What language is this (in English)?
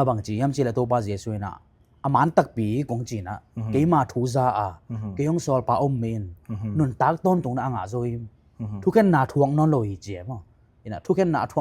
Tedim Chin